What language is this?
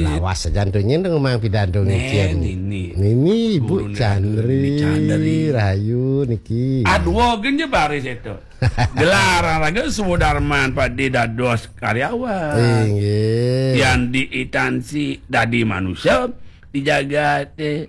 Balinese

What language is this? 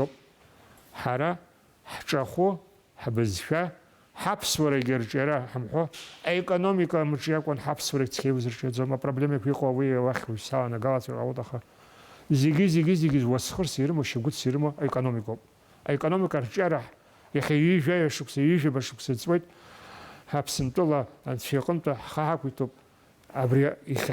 Abkhazian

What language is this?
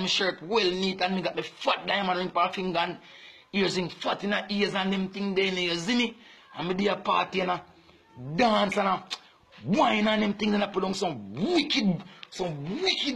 Jamaican Creole English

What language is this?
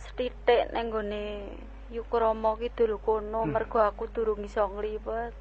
Javanese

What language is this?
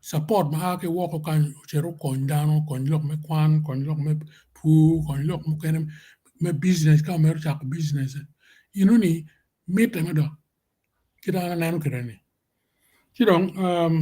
Acoli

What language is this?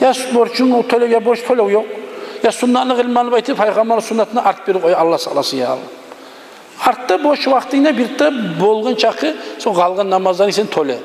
Kumyk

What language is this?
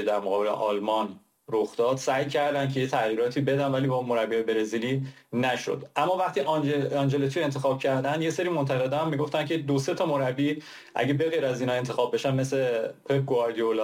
Persian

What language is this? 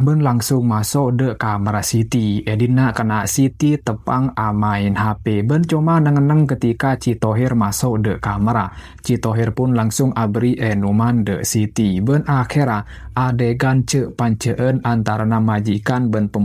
Madurese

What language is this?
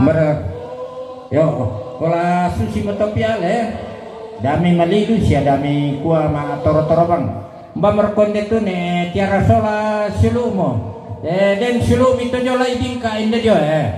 Toraja-Sa'dan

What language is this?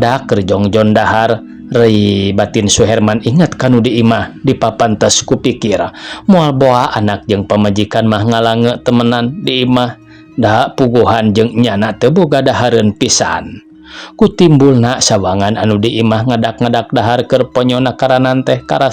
Sundanese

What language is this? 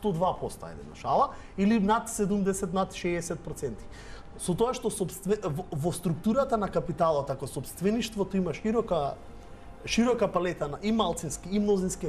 Macedonian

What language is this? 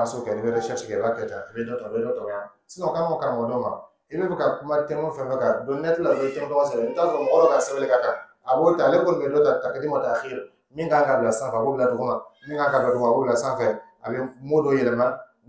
Dyula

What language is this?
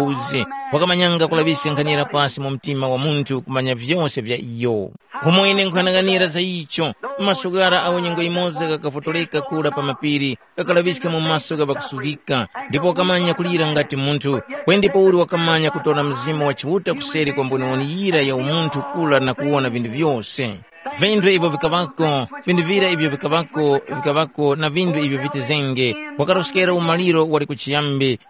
Tumbuka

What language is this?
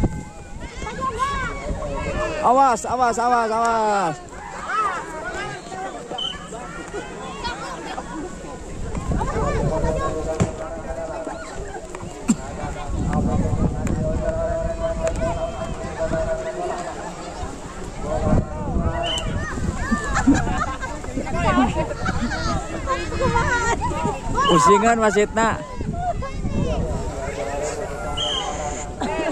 Indonesian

